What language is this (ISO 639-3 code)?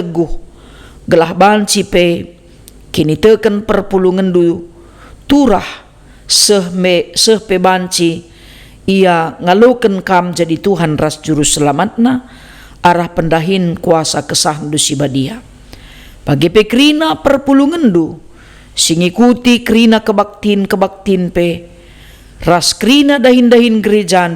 btx